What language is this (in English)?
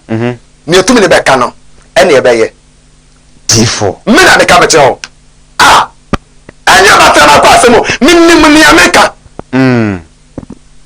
Akan